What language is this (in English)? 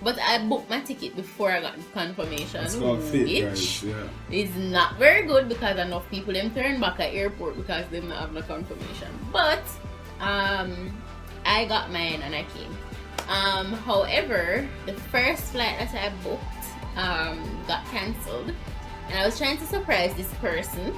Jamaican Creole English